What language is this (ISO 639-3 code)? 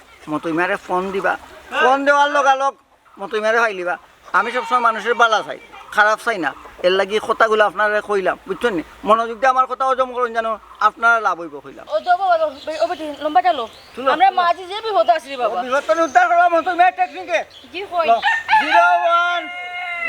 syl